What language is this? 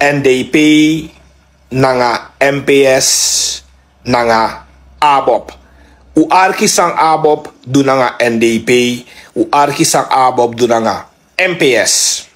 Sranan Tongo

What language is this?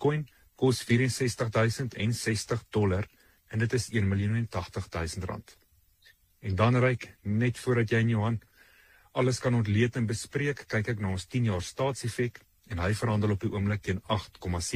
Afrikaans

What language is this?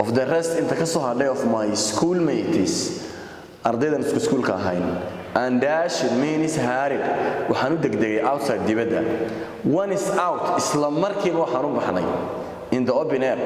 Somali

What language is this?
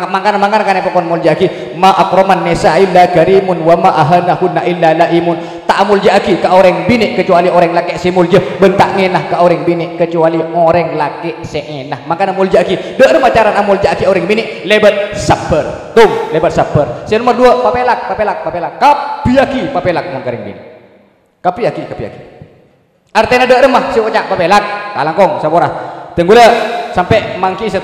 Madurese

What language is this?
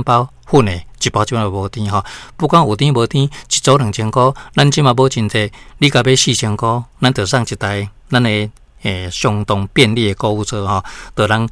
Min Nan Chinese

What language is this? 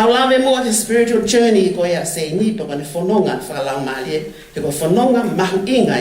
Tongan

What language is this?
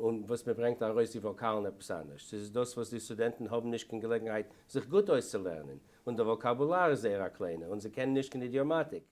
Yiddish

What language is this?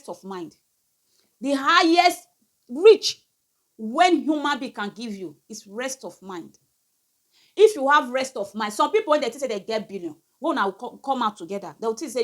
Nigerian Pidgin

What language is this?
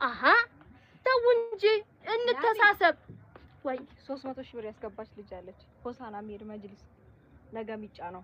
Amharic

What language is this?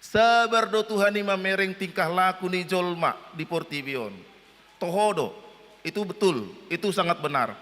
Batak Toba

